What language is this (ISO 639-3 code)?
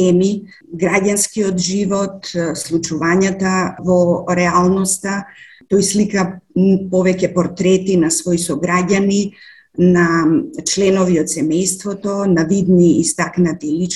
mkd